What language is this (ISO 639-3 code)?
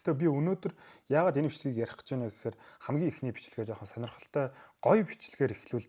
mon